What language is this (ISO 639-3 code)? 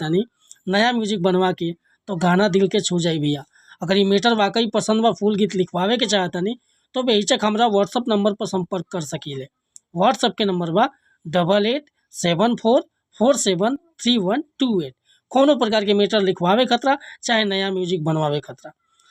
bho